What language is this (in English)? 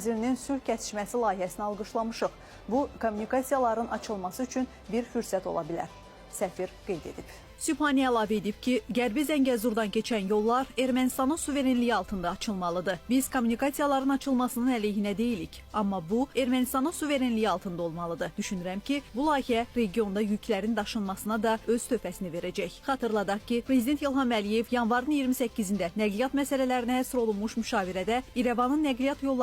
Azerbaijani